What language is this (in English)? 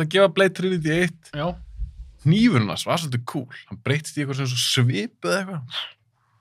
Icelandic